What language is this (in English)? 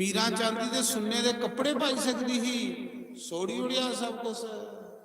Dogri